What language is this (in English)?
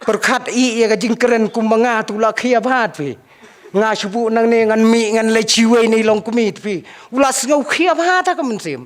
Khasi